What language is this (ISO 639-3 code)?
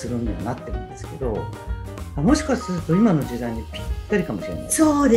jpn